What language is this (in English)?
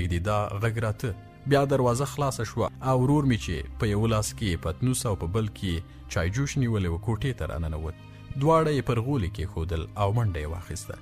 Pashto